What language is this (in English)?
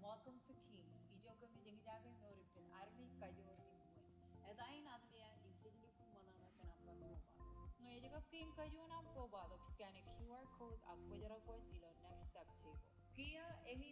Marshallese